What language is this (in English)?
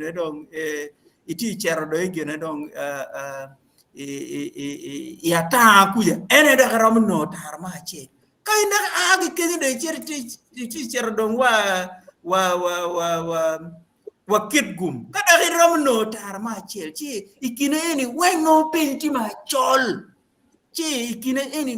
Acoli